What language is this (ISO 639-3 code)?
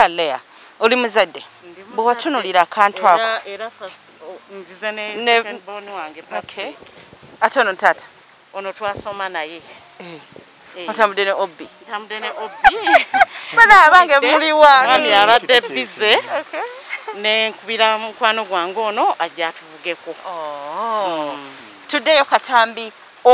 lug